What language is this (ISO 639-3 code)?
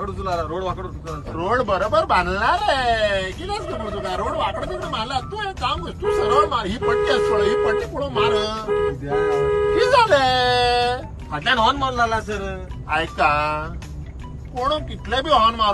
kok